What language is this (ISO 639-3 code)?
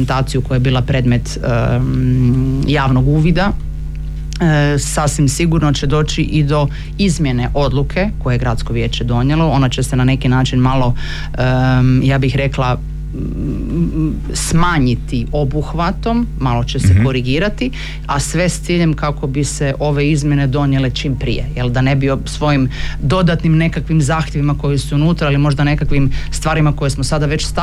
hrv